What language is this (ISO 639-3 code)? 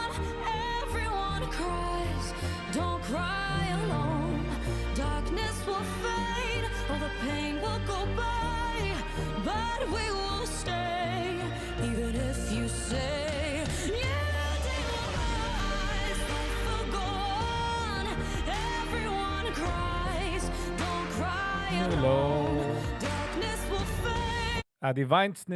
yid